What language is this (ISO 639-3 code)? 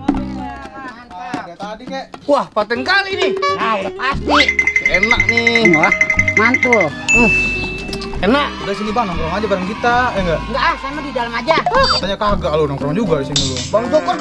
bew